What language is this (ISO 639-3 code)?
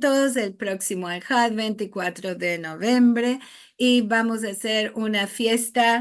lad